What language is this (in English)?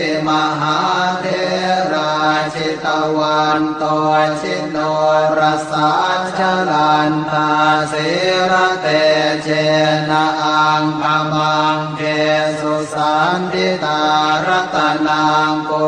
Pali